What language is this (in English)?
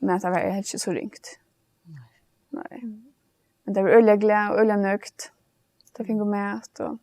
Faroese